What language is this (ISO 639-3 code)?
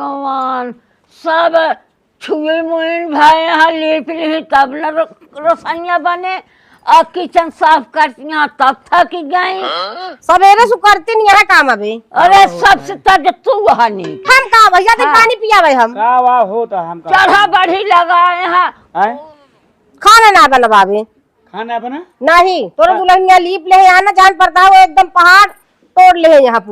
awa